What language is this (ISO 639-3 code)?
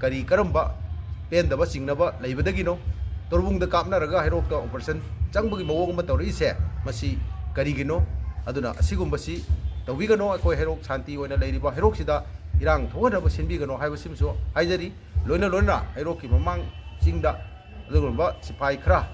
mni